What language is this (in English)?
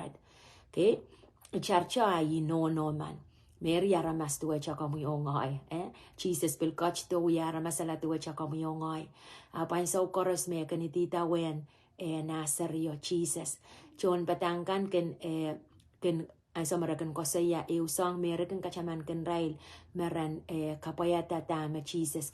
Pohnpeian